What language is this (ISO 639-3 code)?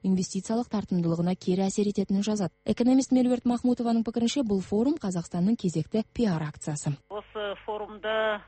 kaz